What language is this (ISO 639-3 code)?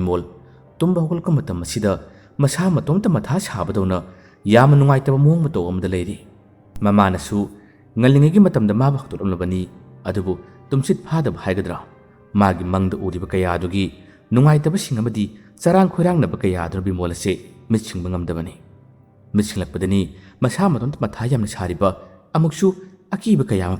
mni